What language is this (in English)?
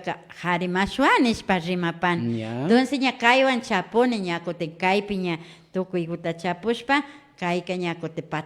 Imbabura Highland Quichua